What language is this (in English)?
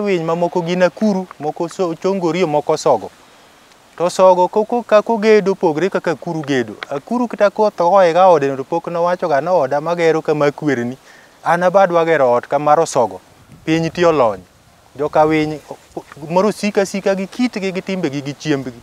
Luo (Kenya and Tanzania)